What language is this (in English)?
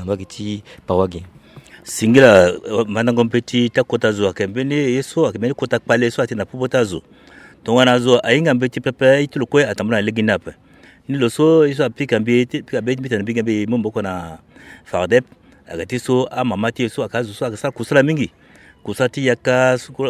Sango